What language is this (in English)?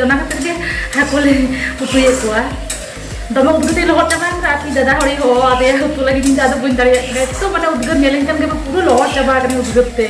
Santali